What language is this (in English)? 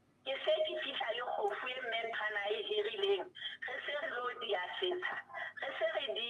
Southern Sotho